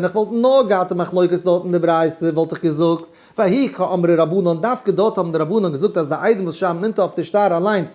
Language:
Yiddish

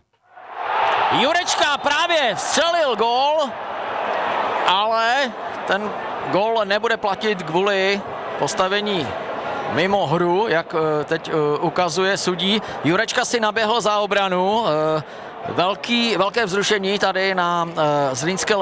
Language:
Czech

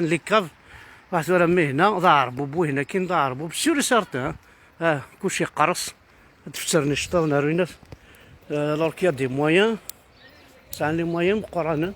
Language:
Kabyle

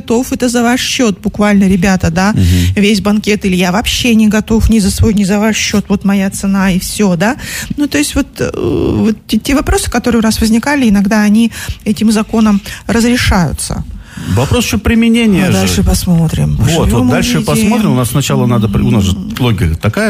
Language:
Russian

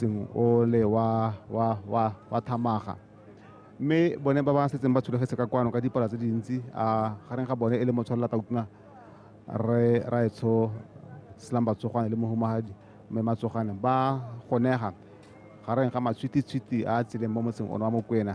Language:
Tswana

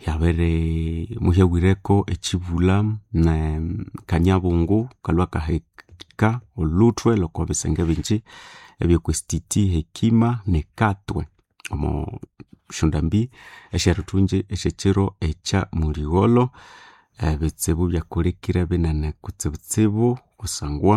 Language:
Nande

